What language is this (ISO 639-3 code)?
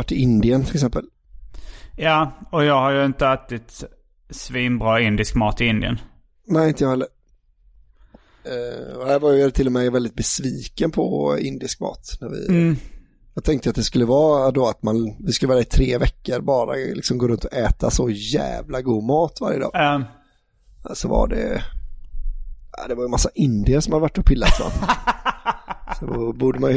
swe